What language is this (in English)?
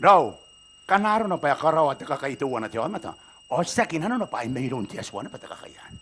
Gilbertese